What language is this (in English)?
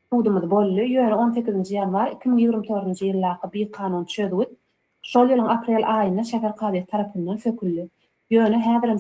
Turkmen